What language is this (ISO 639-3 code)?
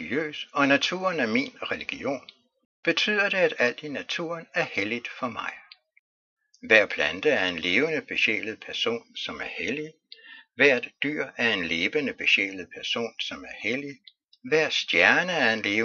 dan